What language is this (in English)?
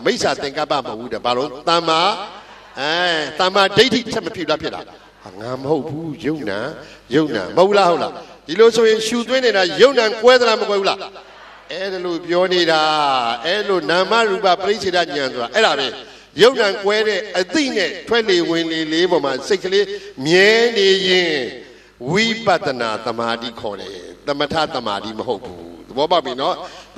Burmese